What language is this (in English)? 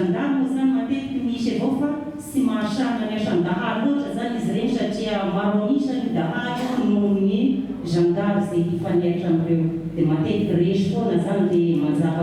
Malagasy